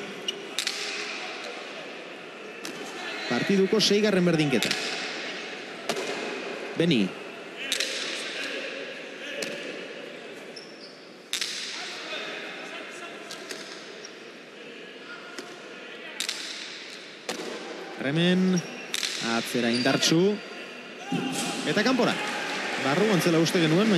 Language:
Basque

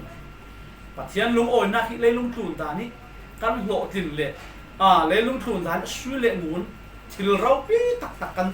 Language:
Falam Chin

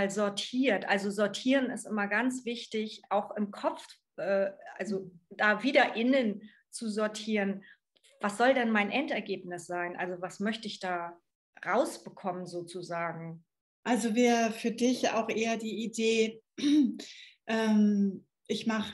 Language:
German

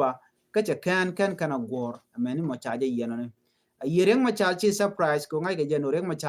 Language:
Nuer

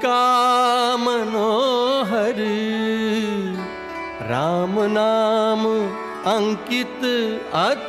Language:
Hindi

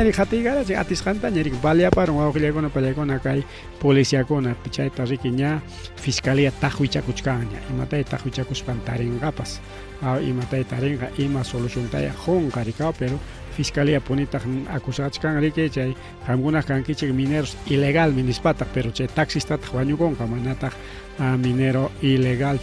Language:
Ayacucho Quechua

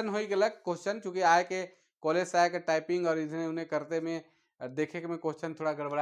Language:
Sadri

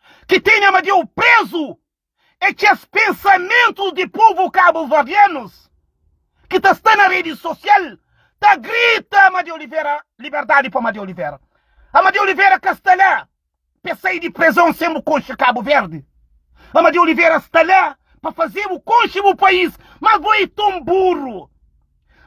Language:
Kabuverdianu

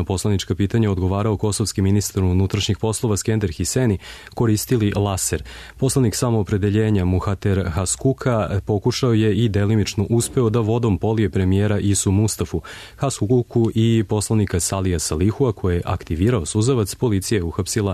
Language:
Serbian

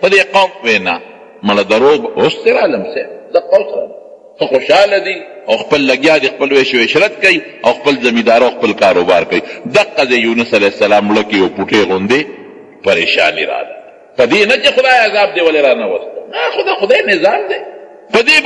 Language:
Pashto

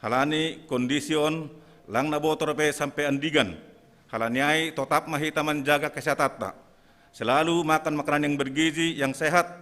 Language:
Batak Simalungun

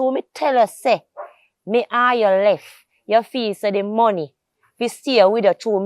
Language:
Jamaican Creole English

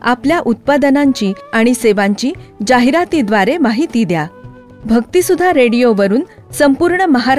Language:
Marathi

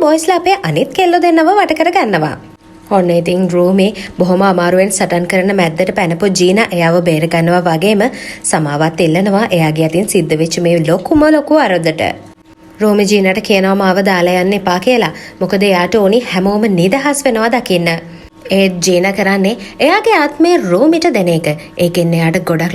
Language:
Sinhala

